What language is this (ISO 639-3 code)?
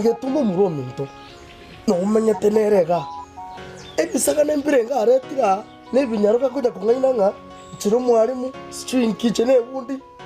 guz